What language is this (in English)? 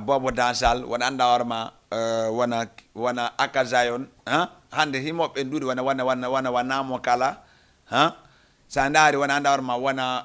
Fula